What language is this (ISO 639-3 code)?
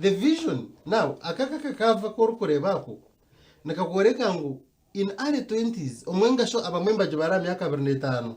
nyn